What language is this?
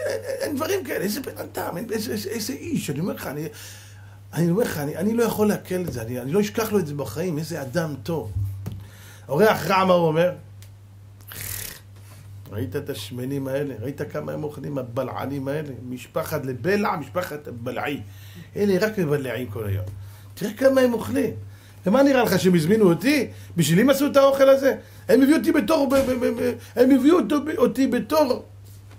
Hebrew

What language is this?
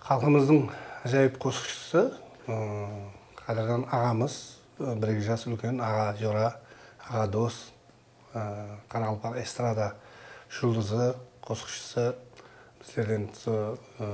Kara-Kalpak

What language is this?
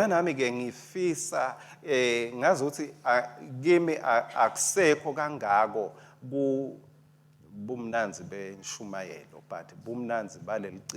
Swati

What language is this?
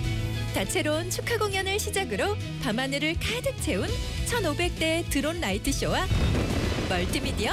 Korean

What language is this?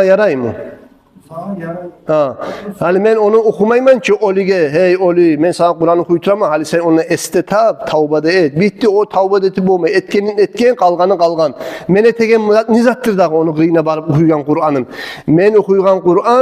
Kumyk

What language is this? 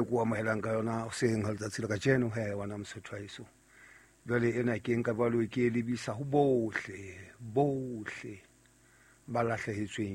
Southern Sotho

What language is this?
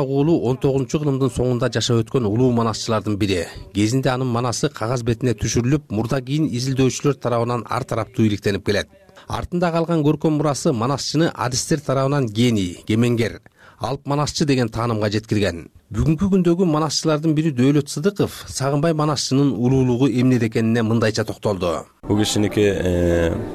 Kyrgyz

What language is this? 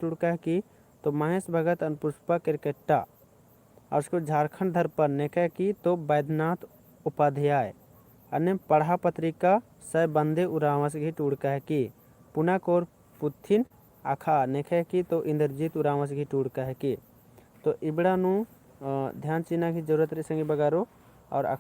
Kurukh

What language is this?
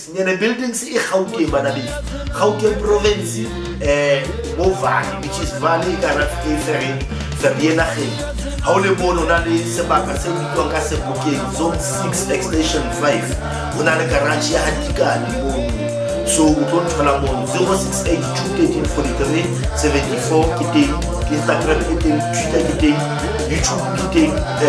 Southern Sotho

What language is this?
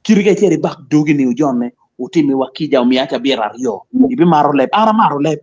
Acoli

